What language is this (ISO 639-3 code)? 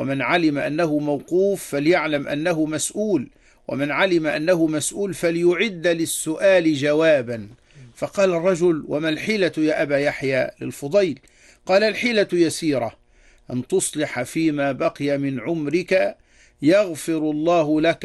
ara